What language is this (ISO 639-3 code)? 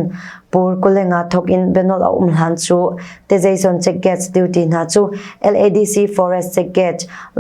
cnh